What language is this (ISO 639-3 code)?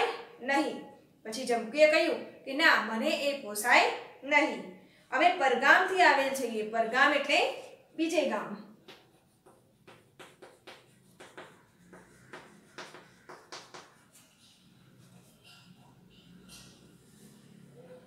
guj